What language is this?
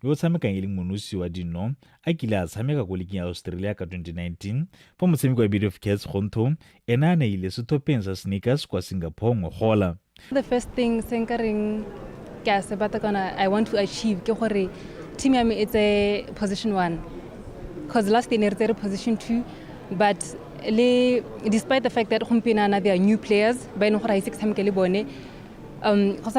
Tswana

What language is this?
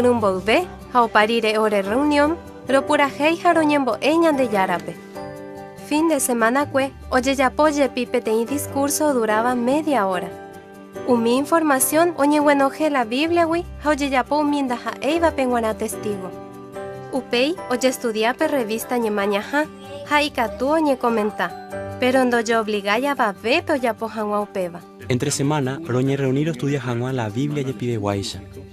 Guarani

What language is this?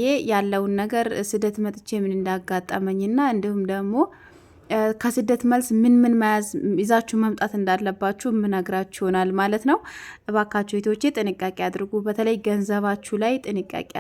Amharic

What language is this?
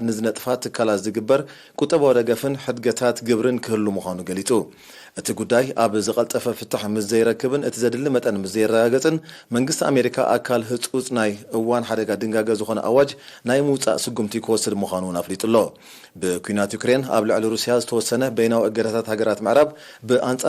Tigrinya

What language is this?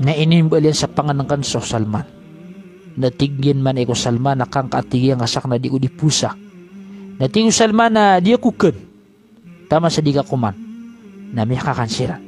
Maranao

